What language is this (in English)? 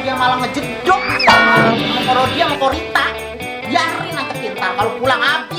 Betawi